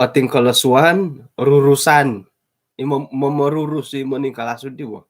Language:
Central Dusun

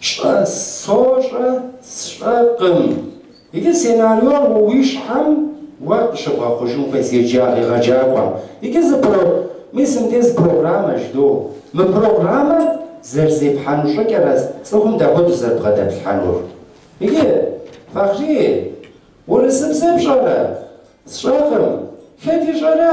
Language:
Kabardian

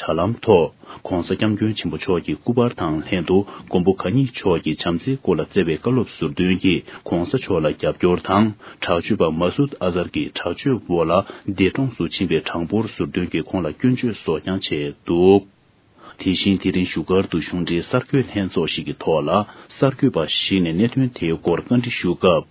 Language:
Tibetan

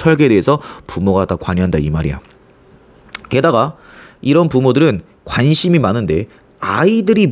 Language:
Korean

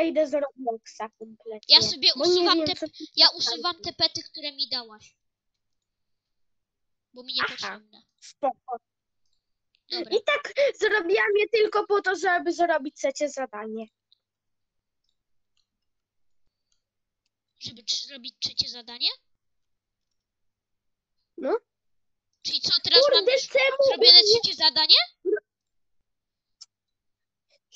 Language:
Polish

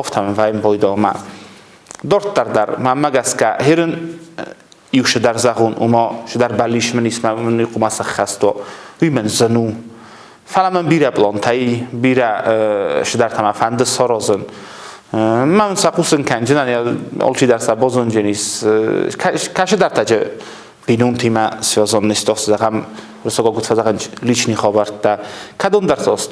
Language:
Ossetic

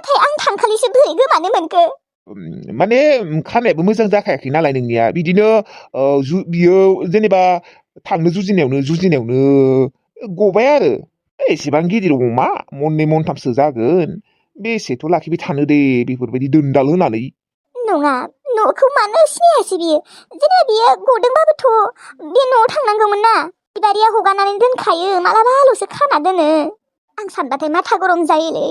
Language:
Bodo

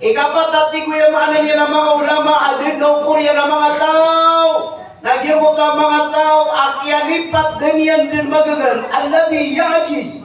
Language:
Maranao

